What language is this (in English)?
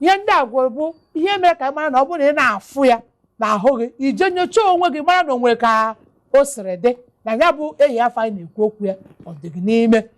Igbo